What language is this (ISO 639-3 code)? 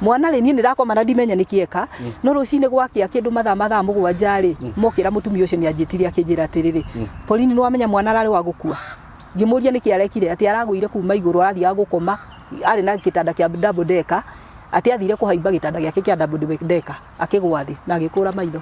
kik